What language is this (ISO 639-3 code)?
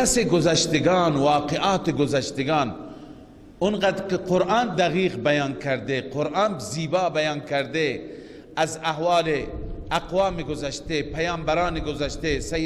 fas